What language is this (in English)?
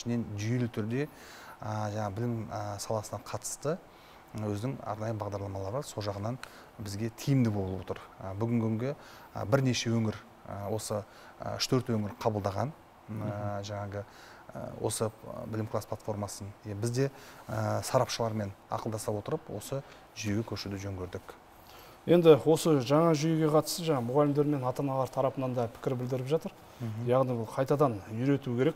Kazakh